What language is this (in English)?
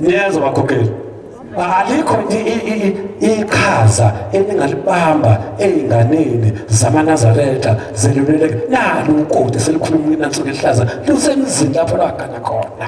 Zulu